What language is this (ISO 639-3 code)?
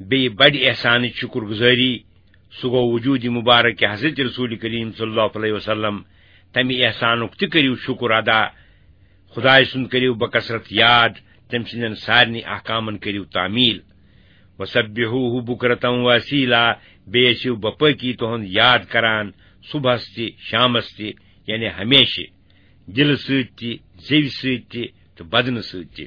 kas